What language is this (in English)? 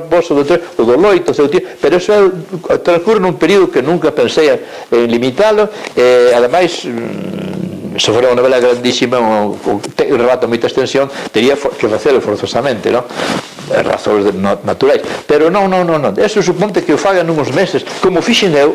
Galician